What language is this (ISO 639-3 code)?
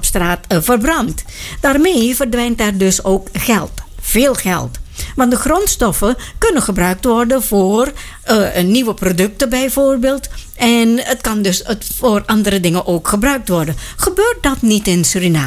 nld